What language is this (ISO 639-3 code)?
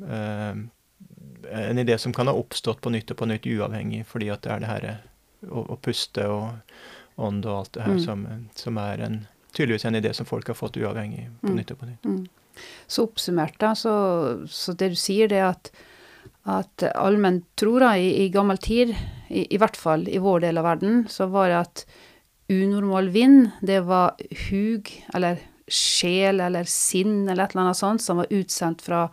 nor